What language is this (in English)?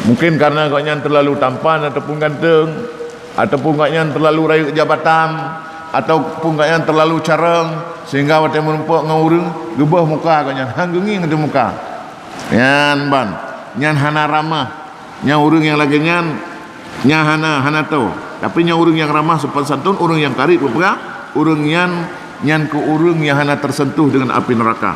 Achinese